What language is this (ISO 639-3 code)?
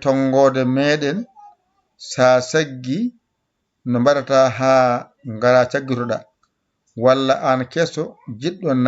ful